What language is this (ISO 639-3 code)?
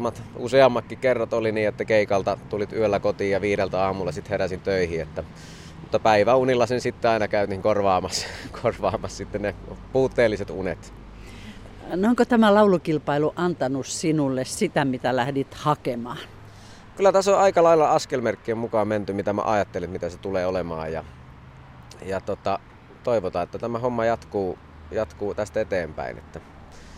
fin